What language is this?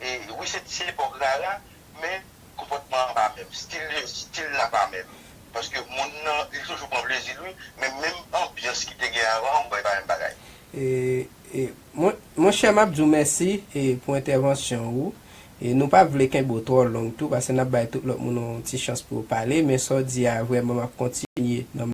Haitian Creole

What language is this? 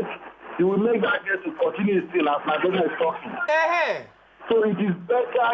Nigerian Pidgin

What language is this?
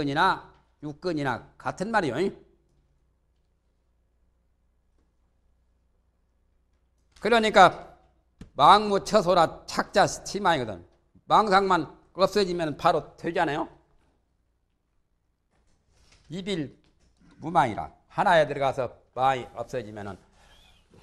Korean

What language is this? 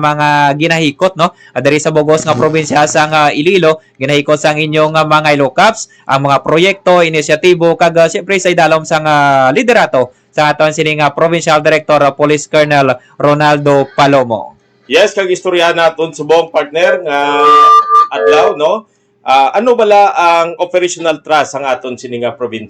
Hiligaynon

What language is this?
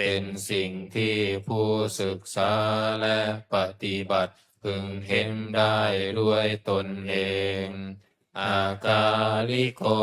Pali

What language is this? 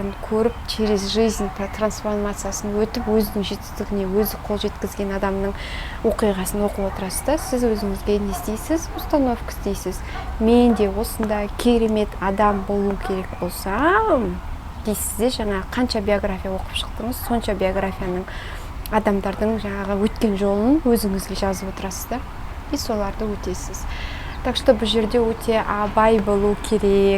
Kazakh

